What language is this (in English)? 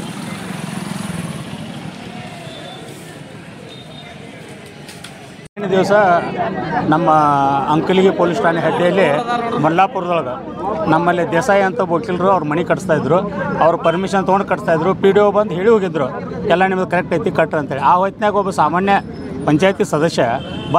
Kannada